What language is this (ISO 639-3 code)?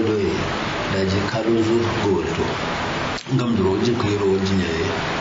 kau